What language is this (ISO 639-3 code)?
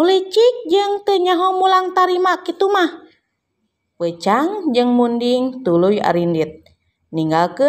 sun